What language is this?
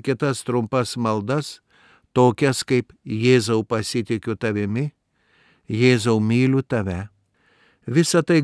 Lithuanian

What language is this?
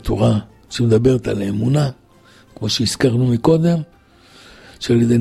Hebrew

